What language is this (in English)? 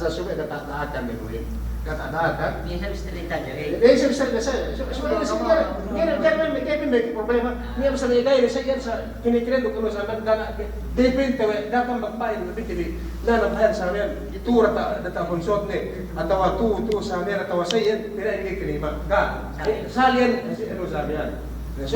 Yakan